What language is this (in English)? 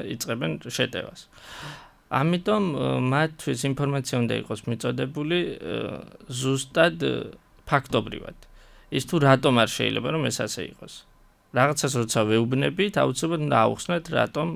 Georgian